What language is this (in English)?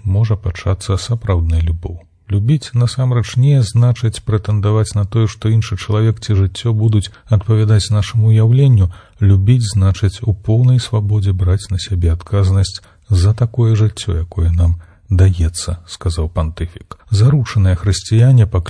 Belarusian